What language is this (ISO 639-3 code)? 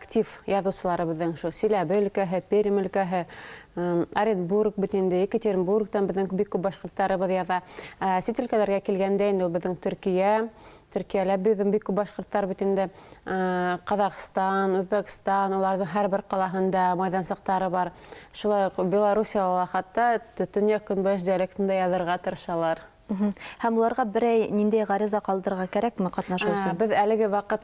bak